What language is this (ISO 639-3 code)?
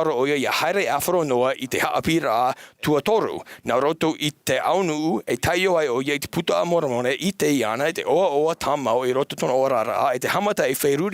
tah